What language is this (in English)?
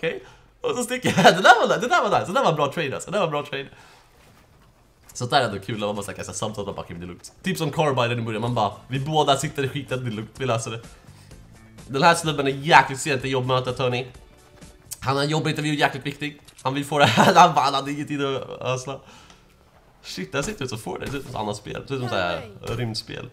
Swedish